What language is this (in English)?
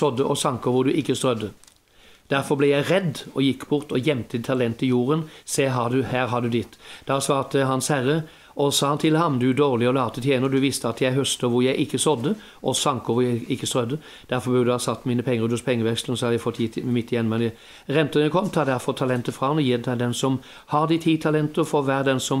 Norwegian